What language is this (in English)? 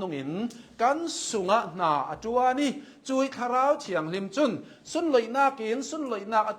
Hakha Chin